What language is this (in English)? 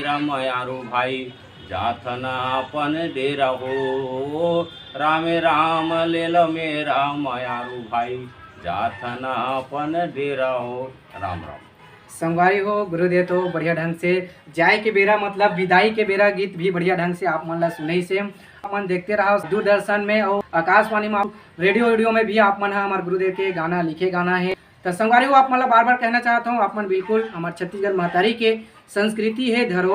Chhattisgarhi